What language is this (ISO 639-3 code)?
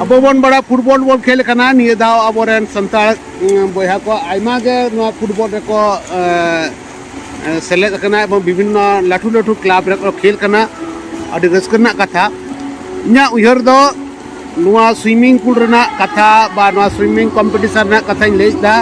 sat